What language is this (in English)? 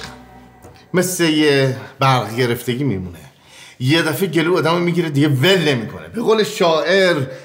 Persian